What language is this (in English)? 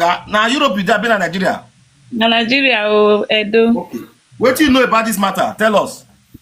Nigerian Pidgin